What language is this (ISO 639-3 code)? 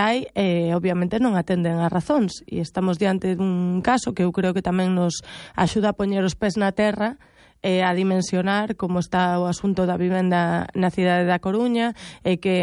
glg